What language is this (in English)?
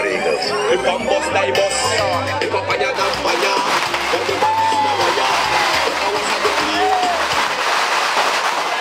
Dutch